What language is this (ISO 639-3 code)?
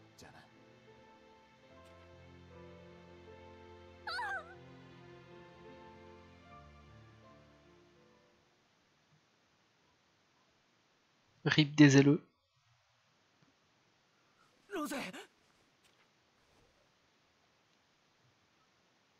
jpn